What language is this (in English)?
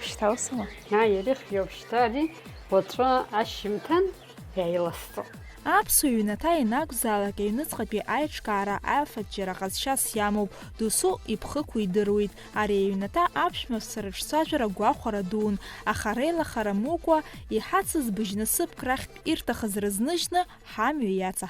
Abkhazian